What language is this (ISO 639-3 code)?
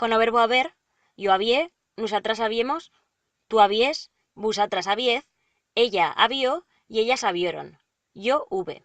arg